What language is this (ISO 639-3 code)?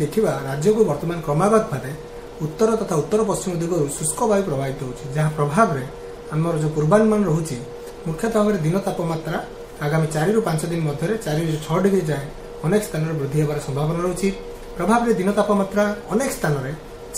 ori